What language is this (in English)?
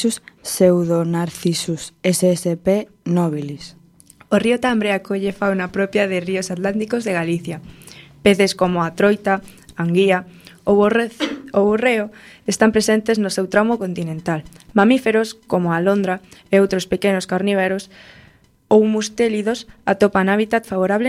Galician